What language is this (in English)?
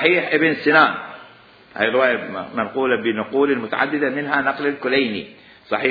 Mesopotamian Arabic